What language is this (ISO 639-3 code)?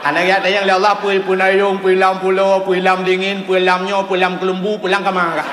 ace